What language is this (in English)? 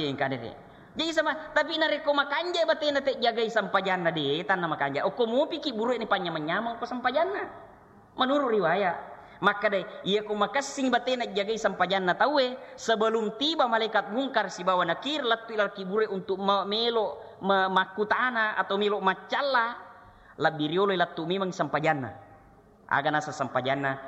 Buginese